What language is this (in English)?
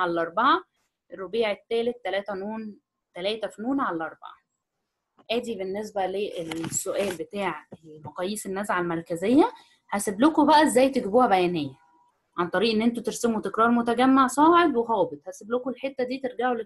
Egyptian Arabic